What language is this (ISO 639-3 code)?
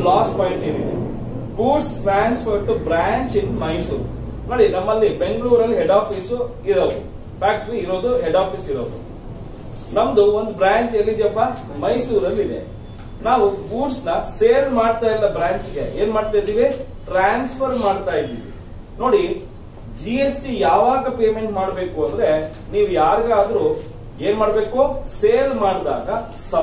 kan